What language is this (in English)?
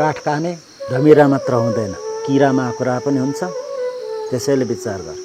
Nepali